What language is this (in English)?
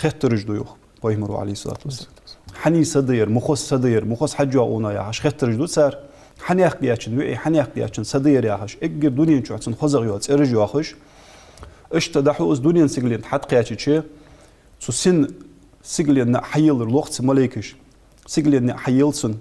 Ingush